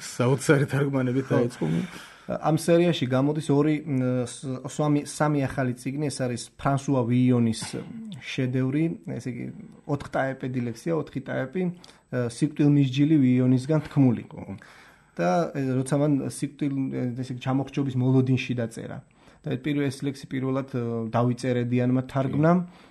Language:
Georgian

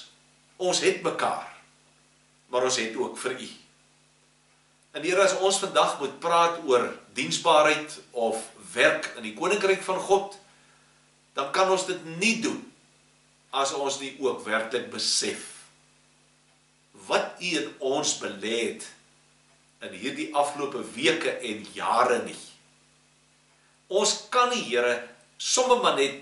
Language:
Afrikaans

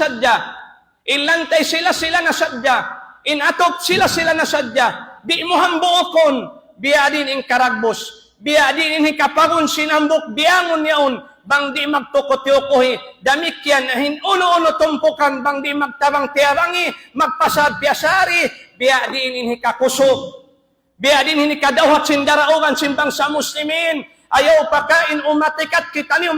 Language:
Tausug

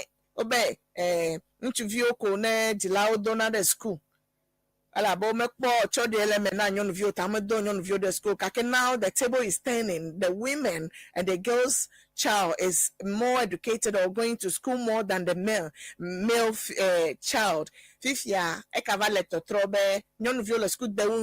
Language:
Ewe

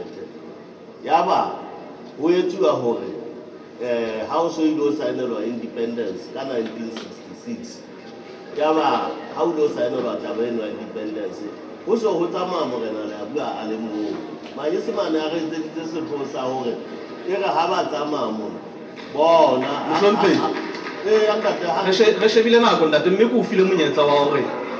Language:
Southern Sotho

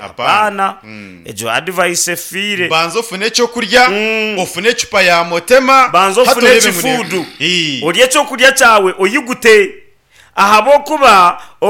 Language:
Nyankole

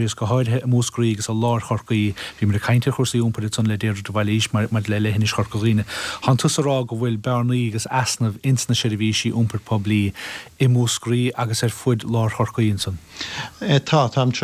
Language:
Irish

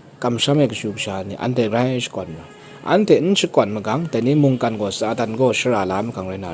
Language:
Kachin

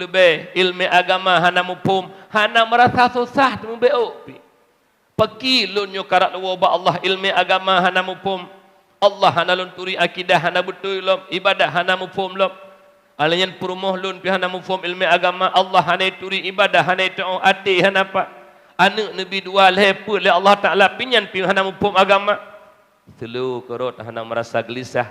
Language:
Achinese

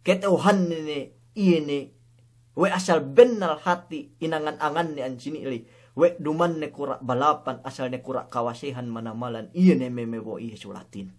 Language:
Yakan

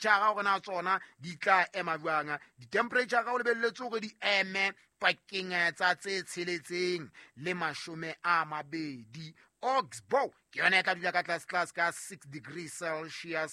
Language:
Southern Sotho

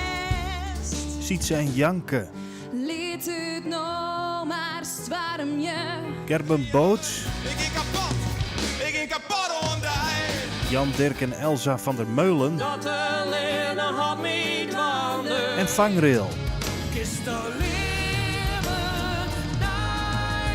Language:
Western Frisian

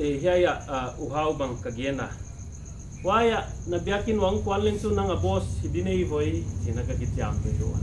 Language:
Paite Chin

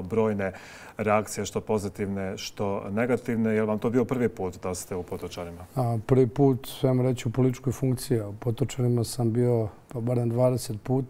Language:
Bosnian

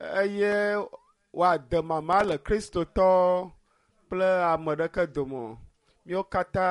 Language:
Ewe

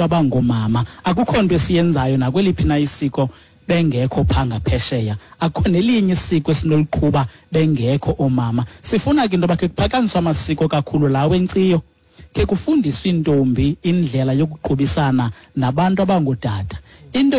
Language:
Xhosa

